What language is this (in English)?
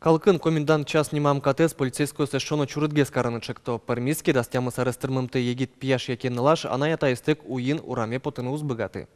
Udmurt